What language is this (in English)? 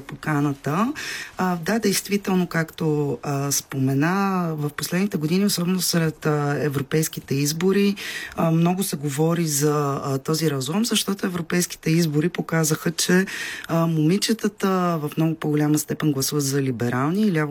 Bulgarian